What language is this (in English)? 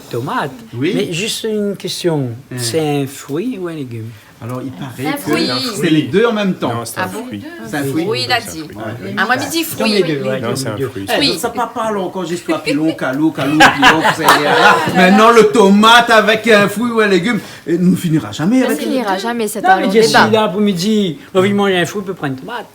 Réunion Creole French